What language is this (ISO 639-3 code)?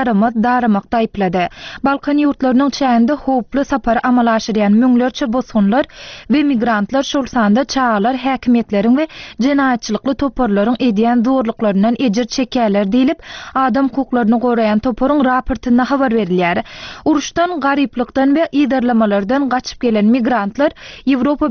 tuk